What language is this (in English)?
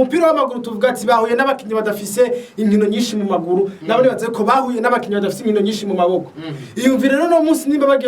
Rundi